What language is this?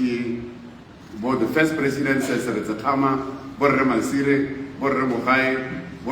Tswana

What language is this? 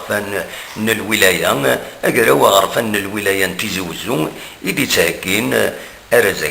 Kabyle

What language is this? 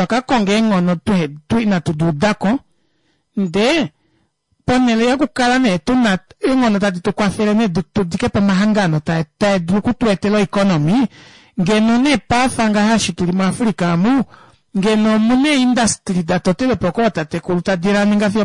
Kuanyama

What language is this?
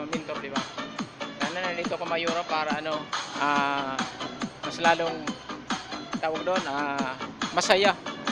Filipino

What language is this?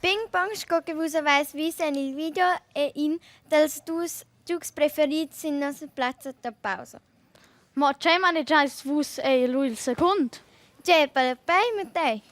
Romansh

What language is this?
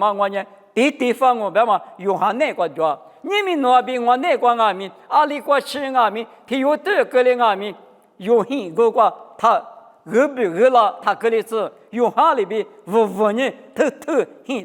Lisu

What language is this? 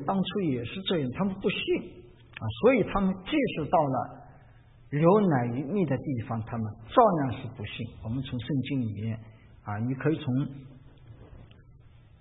Chinese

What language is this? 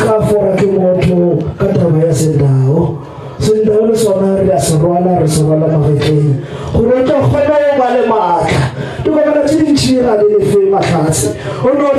Northern Sotho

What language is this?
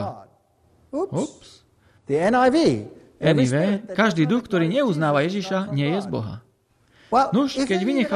Slovak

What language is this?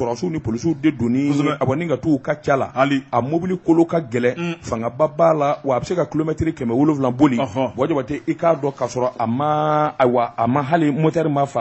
Bambara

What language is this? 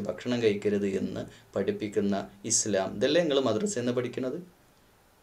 Malayalam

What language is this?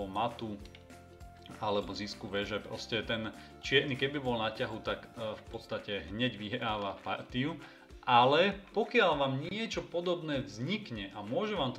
Slovak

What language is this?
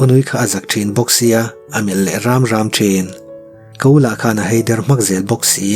Mizo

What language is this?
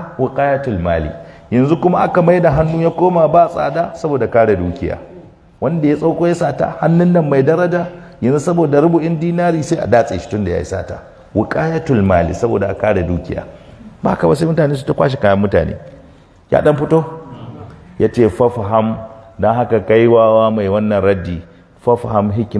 Hausa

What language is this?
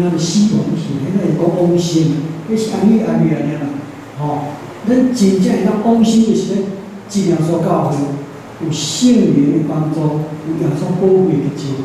Min Nan Chinese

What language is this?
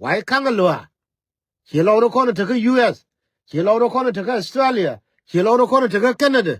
Nuer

